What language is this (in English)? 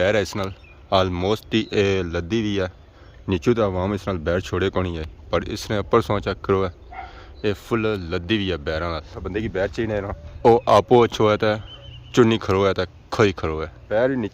Pahari-Potwari